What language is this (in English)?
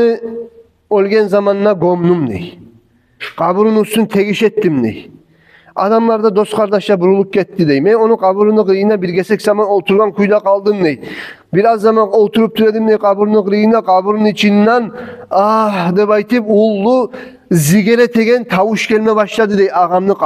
Kumyk